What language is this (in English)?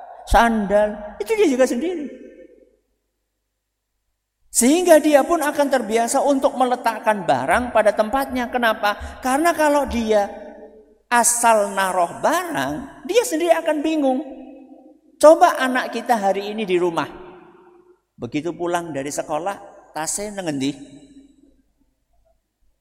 Indonesian